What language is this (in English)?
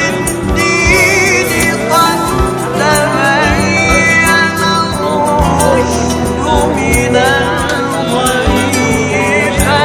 Arabic